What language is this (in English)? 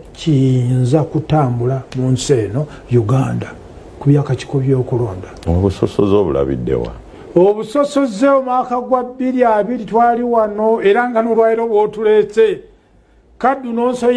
Ganda